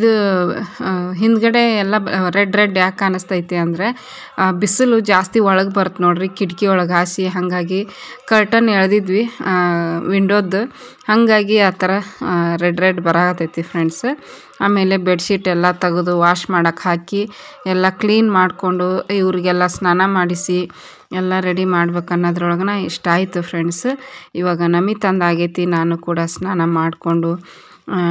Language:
Kannada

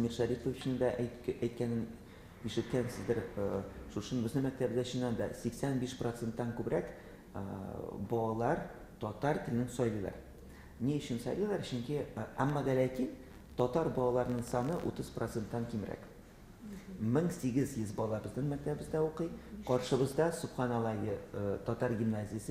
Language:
Tatar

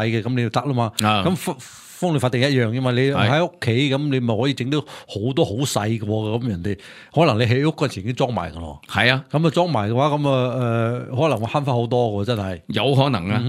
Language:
Cantonese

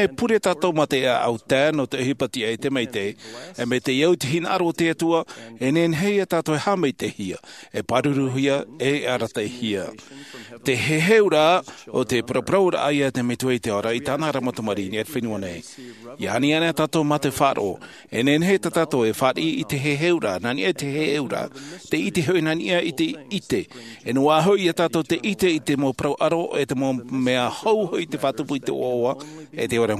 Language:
Tahitian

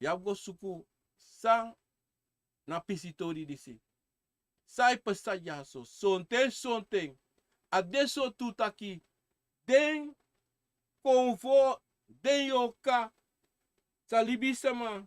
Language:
Sranan Tongo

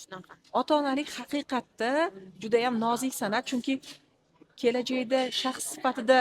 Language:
Uzbek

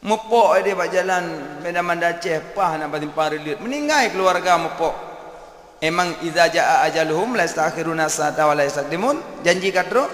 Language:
Achinese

